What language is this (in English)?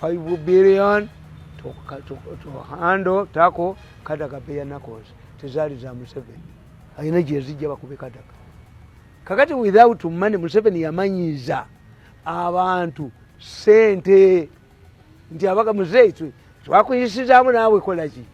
Ganda